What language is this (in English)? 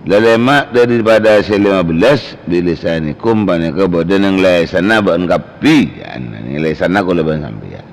Madurese